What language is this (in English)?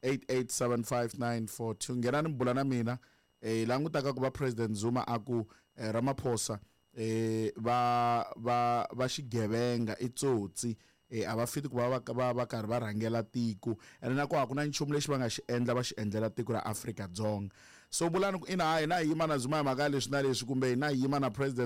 Tsonga